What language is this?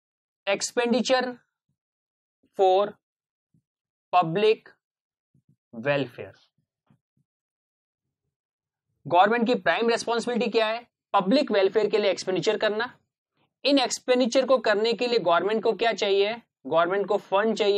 Hindi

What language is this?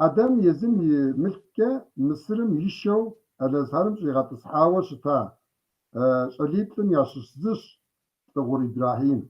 Kabardian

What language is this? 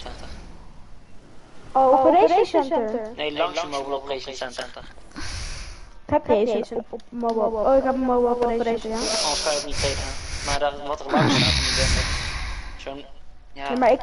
Dutch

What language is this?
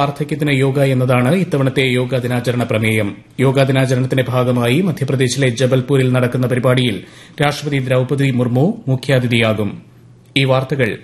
Malayalam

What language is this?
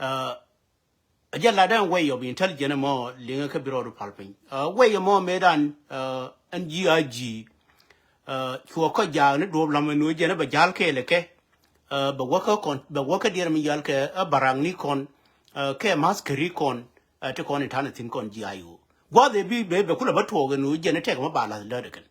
Nuer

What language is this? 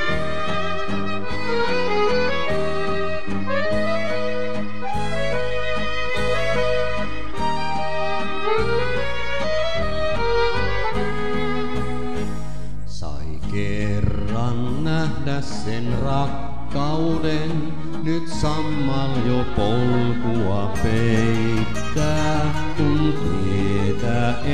Finnish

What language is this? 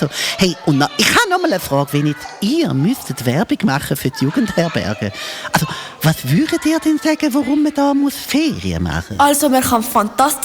Swiss German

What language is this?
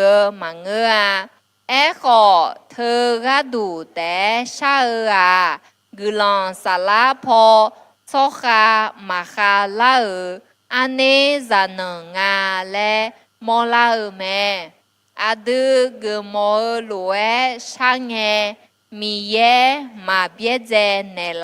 Akha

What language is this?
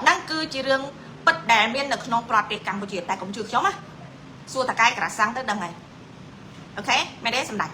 Khmer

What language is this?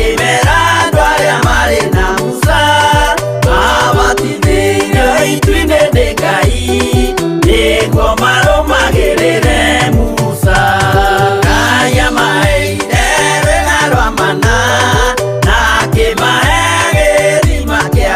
Kikuyu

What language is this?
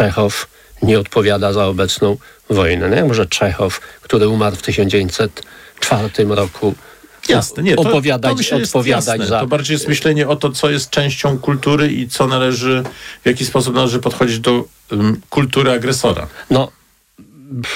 Polish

